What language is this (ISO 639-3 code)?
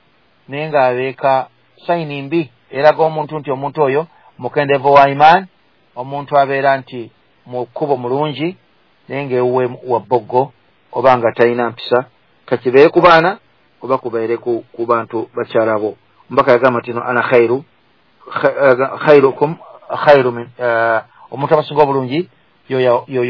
lug